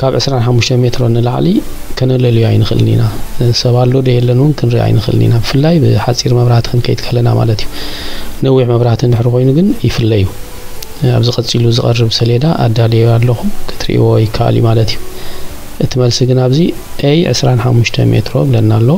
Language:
Tigrinya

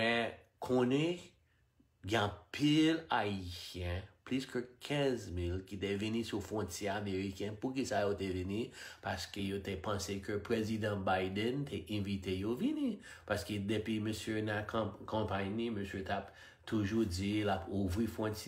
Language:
Haitian Creole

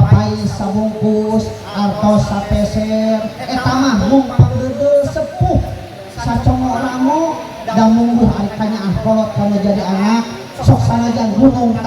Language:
Sundanese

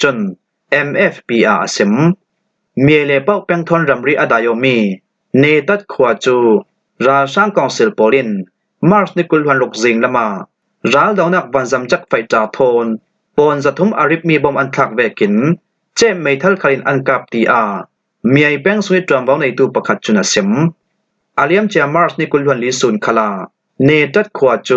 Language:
Falam Chin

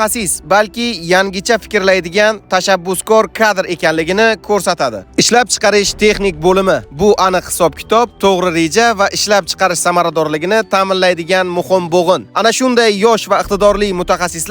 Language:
Uzbek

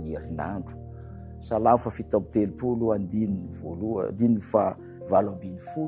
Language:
Malagasy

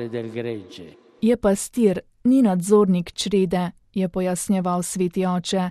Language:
Slovenian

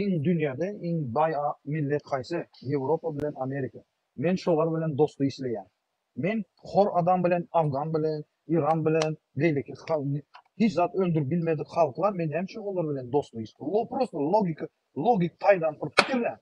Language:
Turkmen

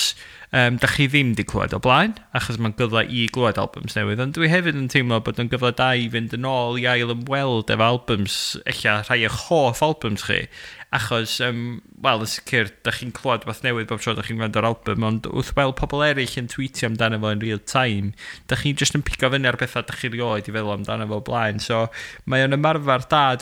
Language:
Welsh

